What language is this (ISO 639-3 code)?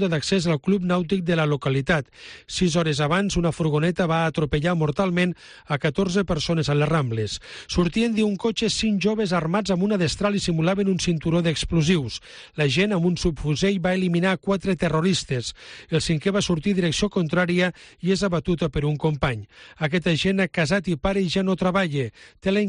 cat